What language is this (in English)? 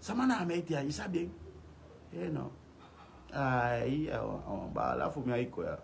Sranan Tongo